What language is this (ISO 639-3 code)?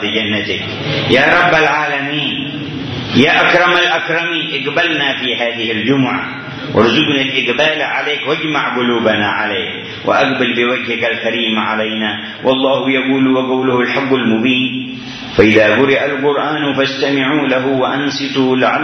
ara